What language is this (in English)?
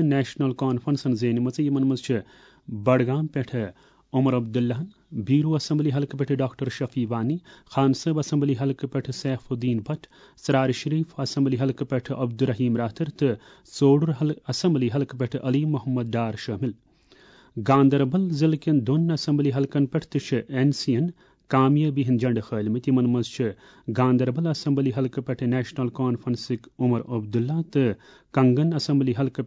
Kashmiri